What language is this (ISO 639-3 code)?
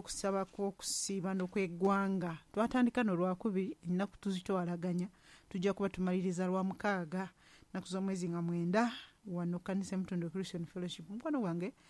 lug